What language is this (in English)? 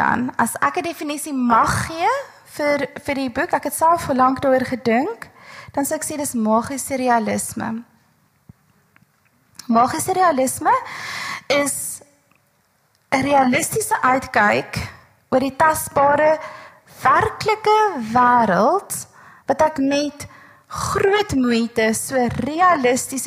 Afrikaans